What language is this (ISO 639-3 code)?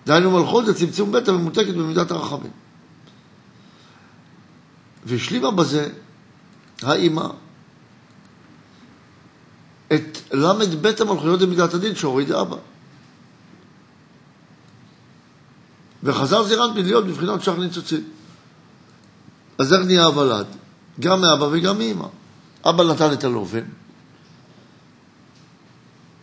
heb